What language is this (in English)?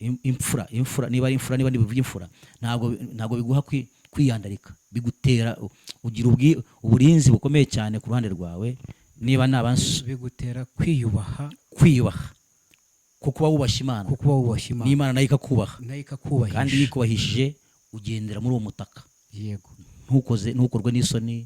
Kinyarwanda